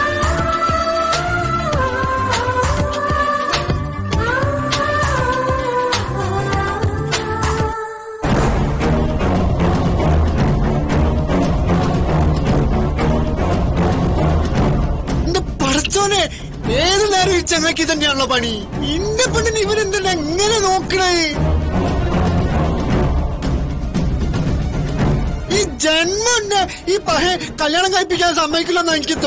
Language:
Malayalam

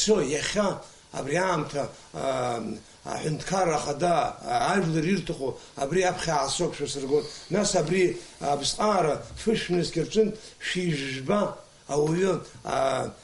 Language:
Abkhazian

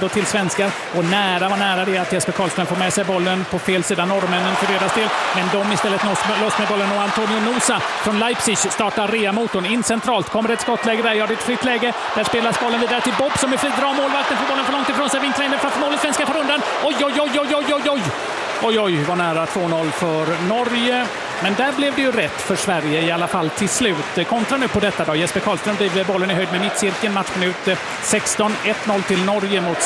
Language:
Swedish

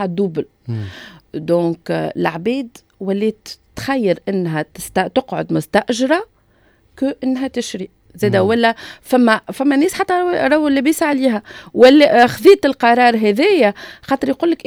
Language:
Tunisian Arabic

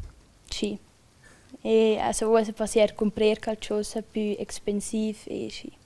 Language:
Romansh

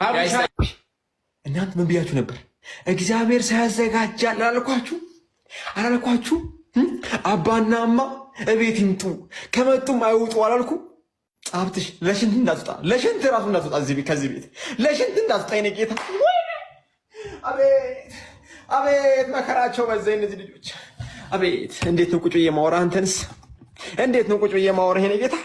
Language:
Amharic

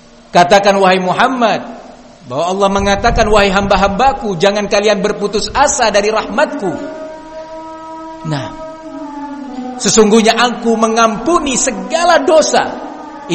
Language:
Indonesian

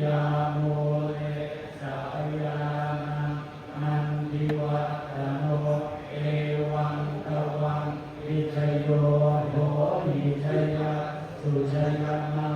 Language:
Pali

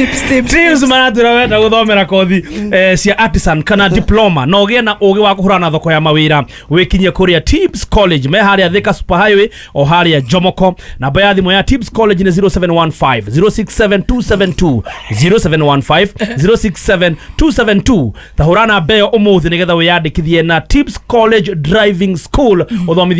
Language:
Kikuyu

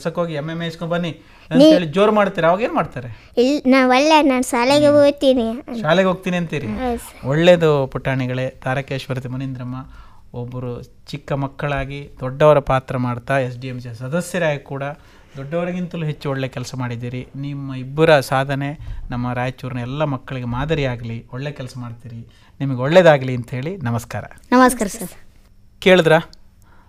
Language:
Kannada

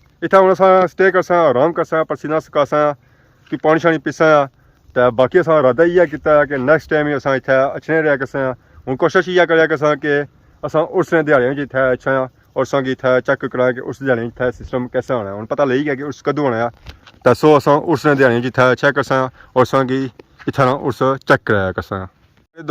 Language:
Pahari-Potwari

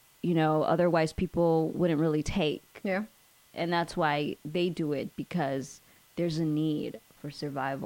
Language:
English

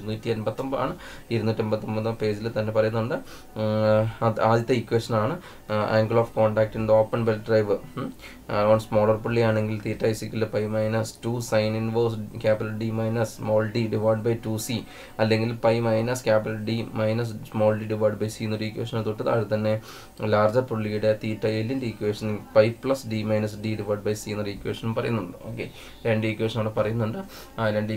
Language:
Malayalam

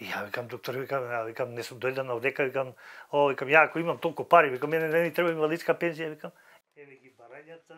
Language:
Macedonian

